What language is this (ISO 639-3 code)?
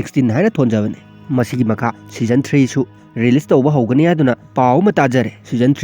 mni